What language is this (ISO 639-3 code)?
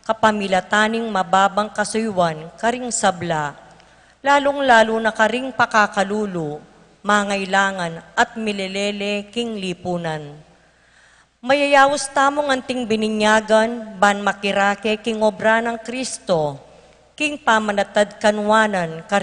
pam